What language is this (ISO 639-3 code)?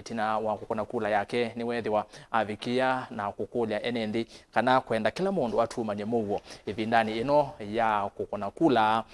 kam